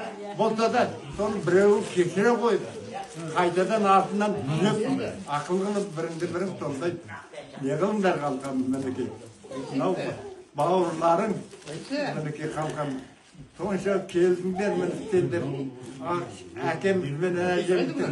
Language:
Kazakh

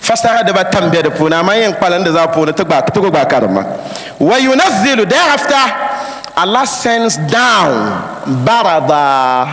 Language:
Dagbani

